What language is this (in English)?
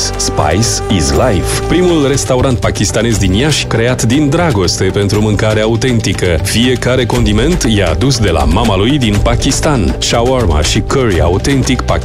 Romanian